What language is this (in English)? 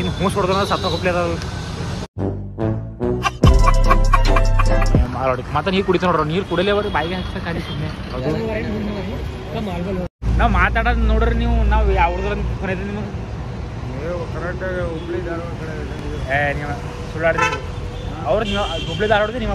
Kannada